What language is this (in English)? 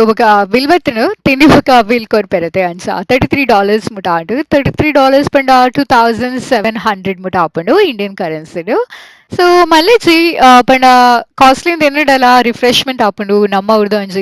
Tulu